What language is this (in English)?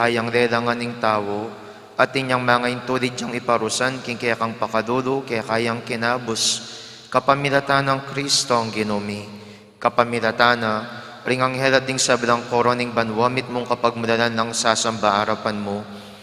Pampanga